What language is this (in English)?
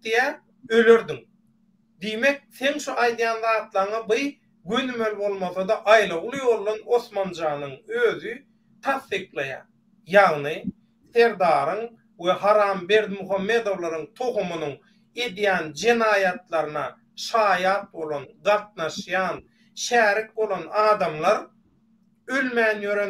Turkmen